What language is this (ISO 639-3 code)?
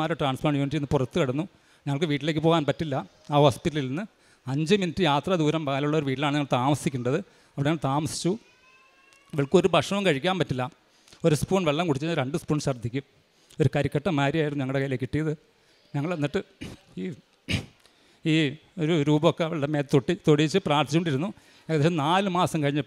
mal